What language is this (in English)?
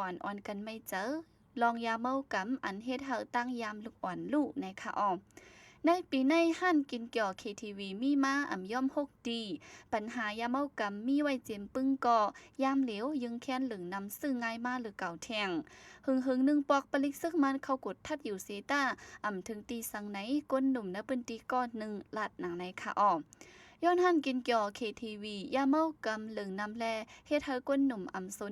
Shan